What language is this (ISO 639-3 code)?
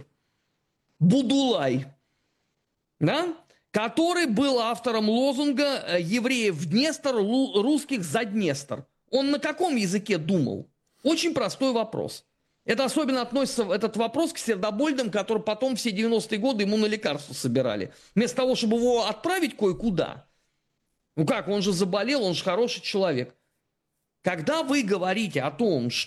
rus